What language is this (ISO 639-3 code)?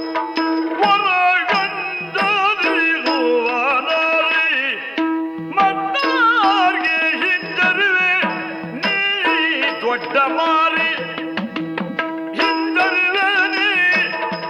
kan